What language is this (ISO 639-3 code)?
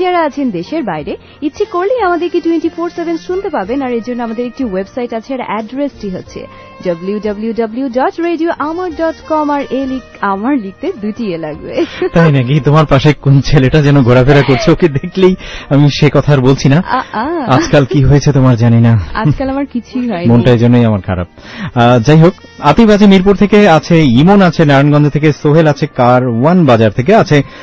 ben